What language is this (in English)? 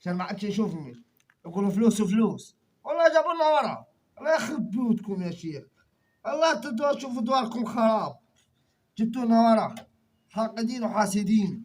Egyptian Arabic